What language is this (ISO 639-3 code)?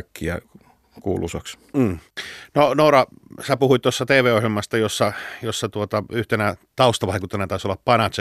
fin